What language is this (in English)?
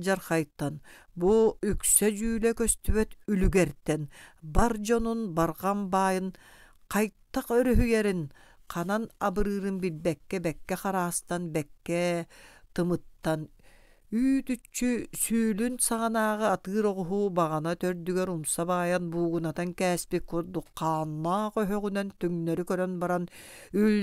Yakut